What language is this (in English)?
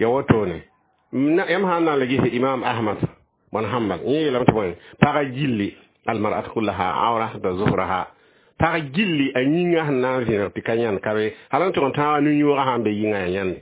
Mossi